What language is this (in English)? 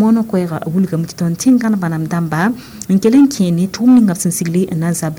Mossi